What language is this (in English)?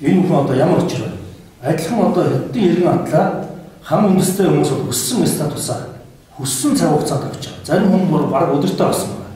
Mongolian